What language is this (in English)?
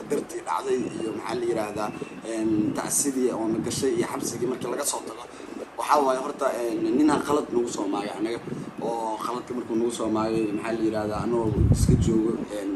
Somali